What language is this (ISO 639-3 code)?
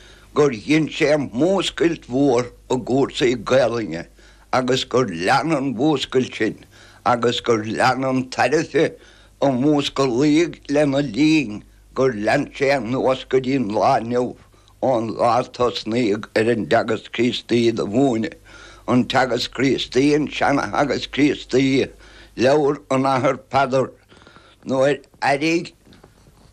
gle